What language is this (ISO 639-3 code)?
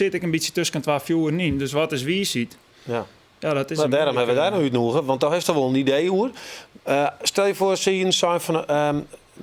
fry